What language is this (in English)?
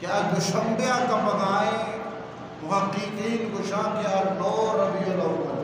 Eastern Balochi